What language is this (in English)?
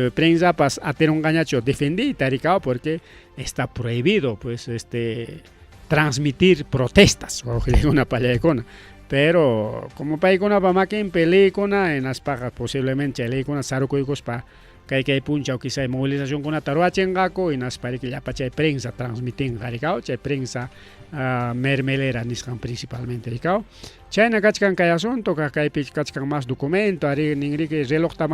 Ayacucho Quechua